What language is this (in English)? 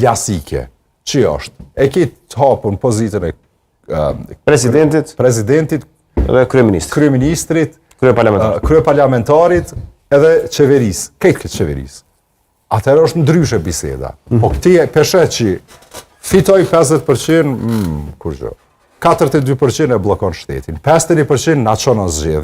Albanian